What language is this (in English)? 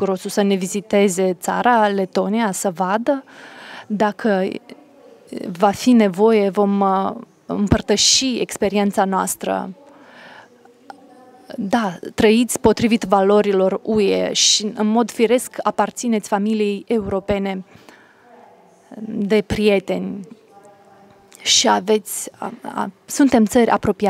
Romanian